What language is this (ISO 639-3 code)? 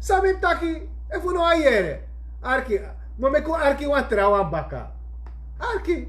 srn